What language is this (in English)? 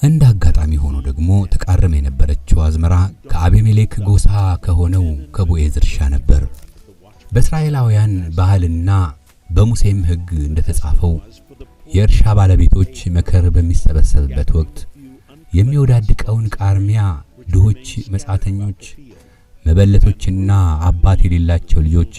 Amharic